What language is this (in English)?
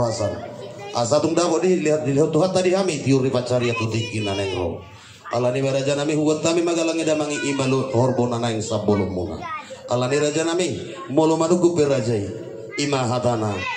Batak Toba